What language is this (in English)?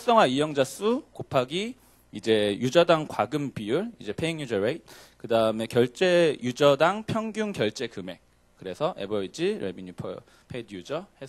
Korean